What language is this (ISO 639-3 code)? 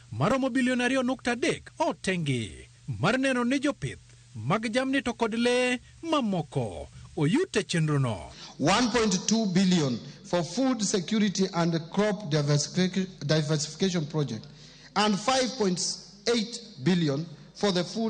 luo